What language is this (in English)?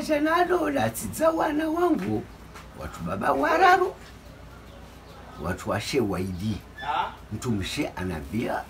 Comorian